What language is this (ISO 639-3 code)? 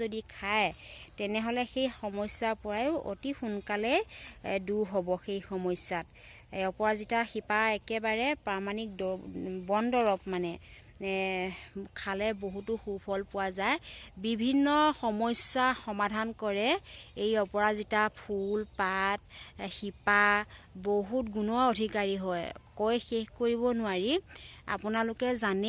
asm